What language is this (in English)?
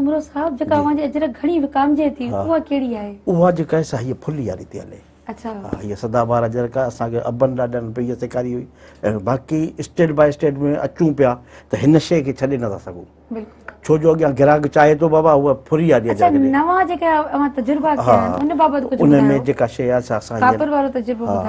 Sindhi